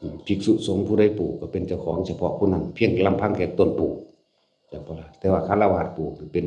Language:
Northeastern Thai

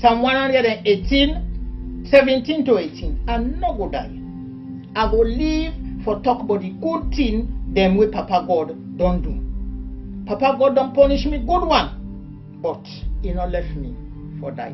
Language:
Krio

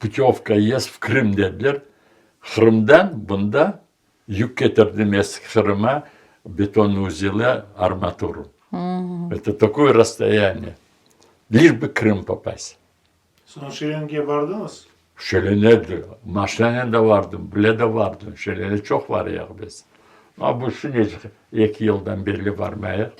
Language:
Crimean Tatar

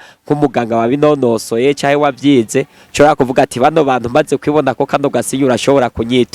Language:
Rundi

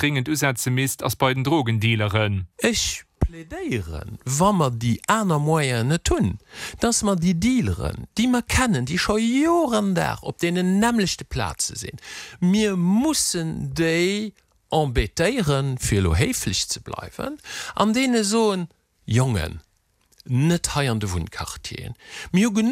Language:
Luxembourgish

